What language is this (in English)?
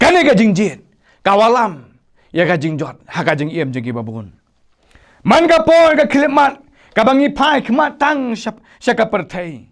Khasi